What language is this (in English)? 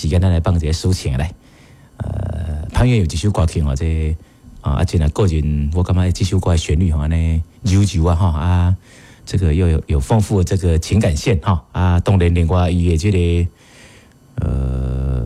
Min Nan Chinese